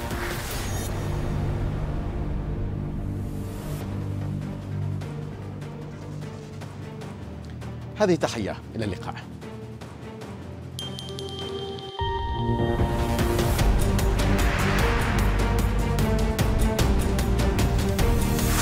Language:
Arabic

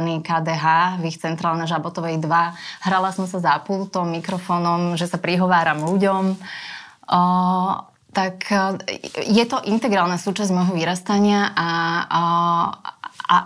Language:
Slovak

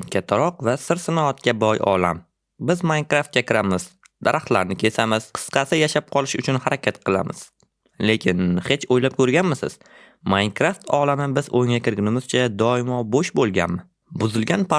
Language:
Uzbek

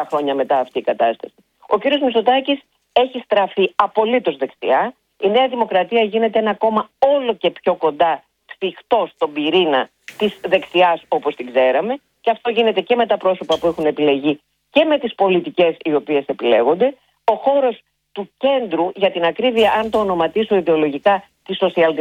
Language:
Greek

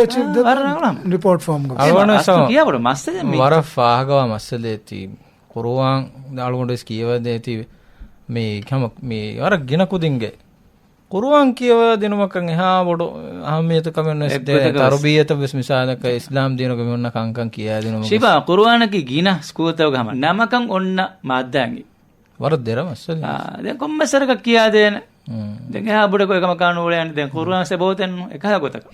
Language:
Divehi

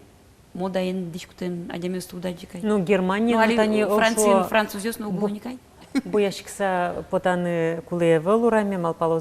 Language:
Udmurt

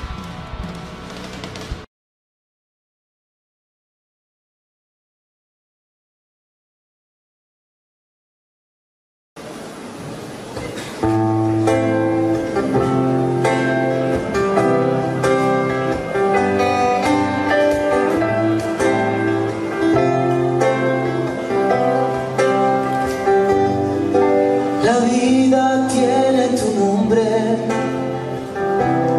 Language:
Spanish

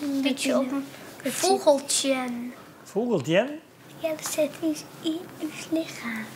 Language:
Western Frisian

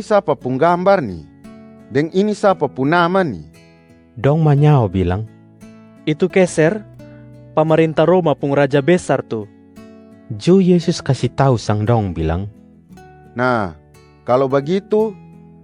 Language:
Kupang Malay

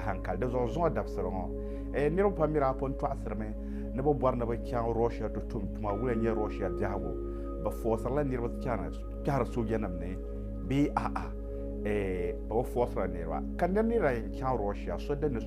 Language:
Dagbani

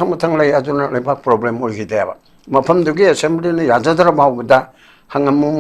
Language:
Manipuri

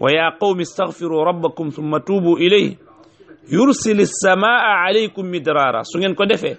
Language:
Wolof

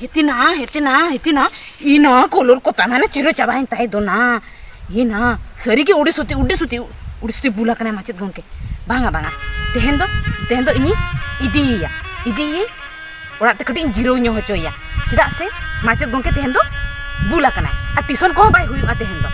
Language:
Santali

